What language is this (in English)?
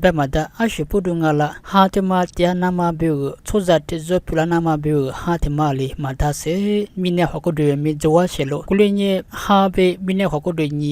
Lisu